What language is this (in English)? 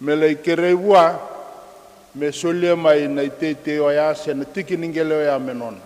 Fijian